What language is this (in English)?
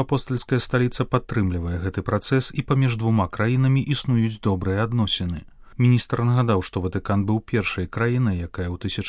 Belarusian